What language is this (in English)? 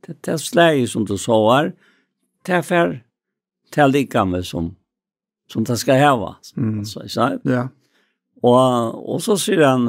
Faroese